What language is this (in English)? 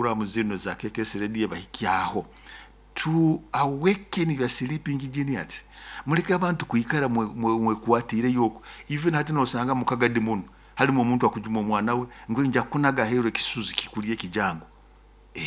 Nyoro